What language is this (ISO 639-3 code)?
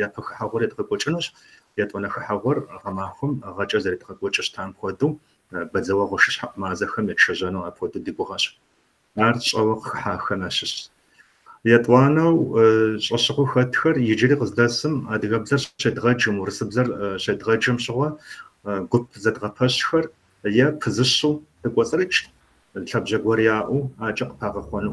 kbd